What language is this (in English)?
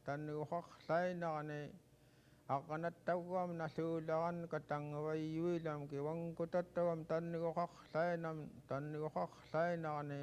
Central Yupik